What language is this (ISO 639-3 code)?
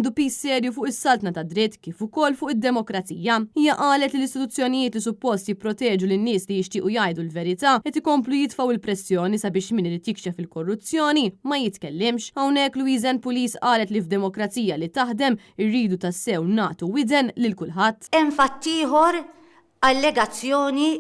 mlt